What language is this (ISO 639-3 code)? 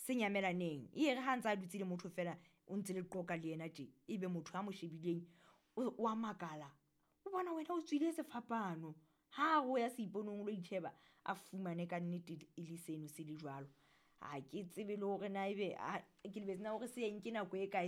sot